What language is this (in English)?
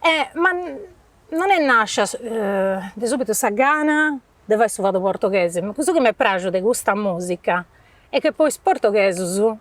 Sardinian